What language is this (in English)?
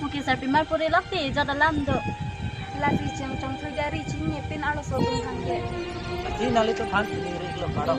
Karbi